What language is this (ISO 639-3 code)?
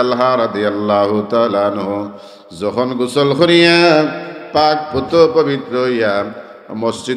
syl